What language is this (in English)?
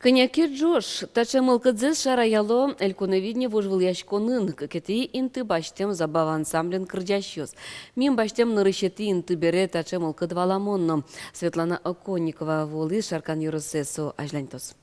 Udmurt